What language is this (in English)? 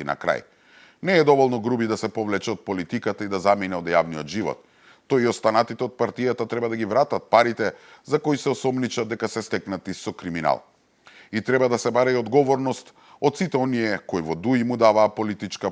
Macedonian